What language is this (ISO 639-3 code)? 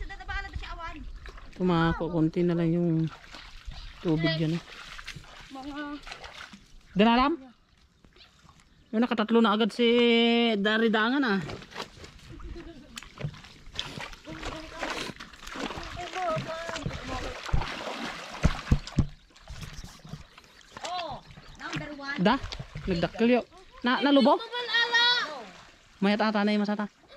fil